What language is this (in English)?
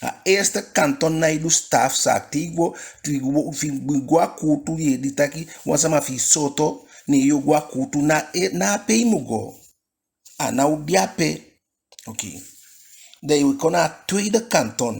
Eastern Maroon Creole